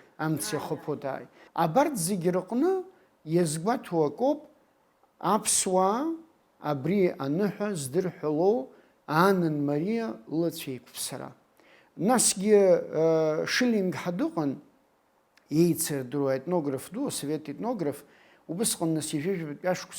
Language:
Abkhazian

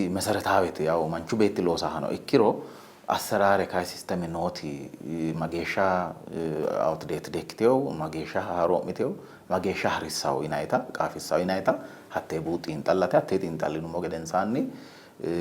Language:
Sidamo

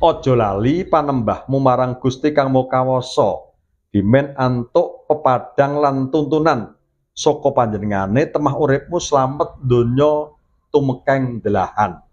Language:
Javanese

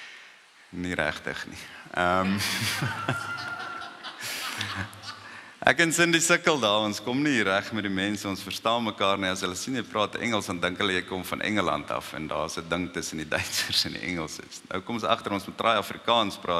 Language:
Afrikaans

